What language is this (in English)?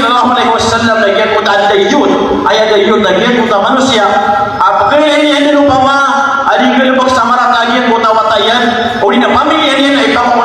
Maranao